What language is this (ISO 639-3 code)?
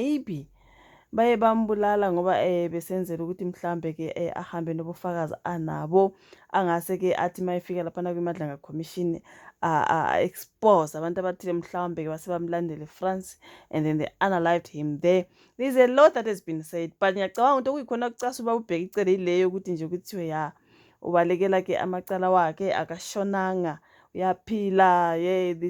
zul